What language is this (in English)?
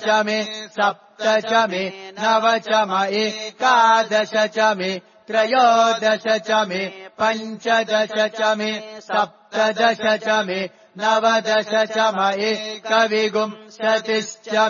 Sanskrit